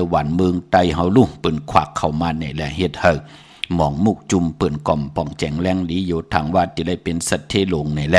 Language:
Shan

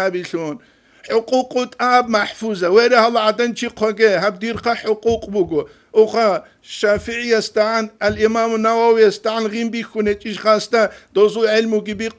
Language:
Avaric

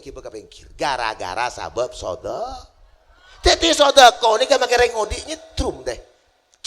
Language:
Madurese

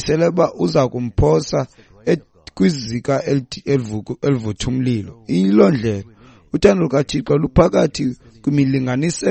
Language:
Xhosa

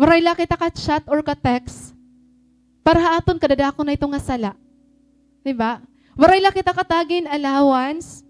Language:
Waray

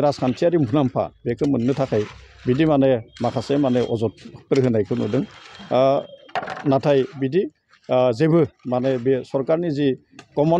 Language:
Bodo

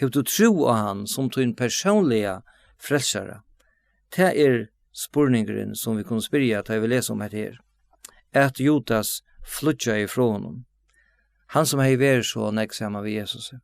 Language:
Faroese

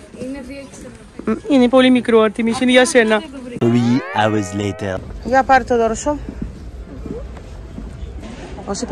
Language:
Greek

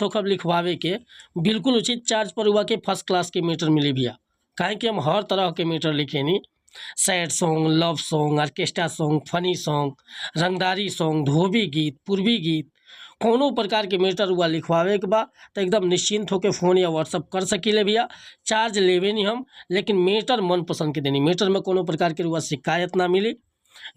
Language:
Bhojpuri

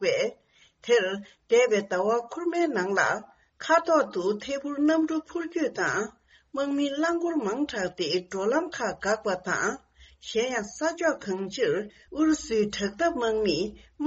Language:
Tibetan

